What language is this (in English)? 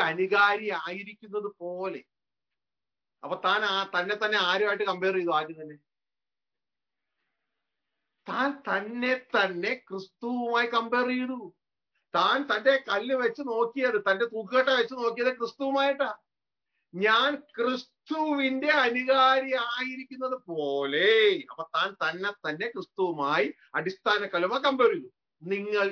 Malayalam